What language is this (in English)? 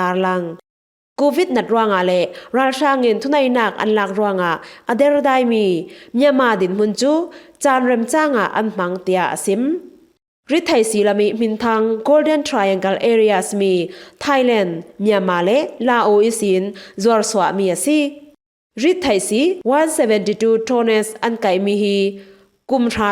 Falam Chin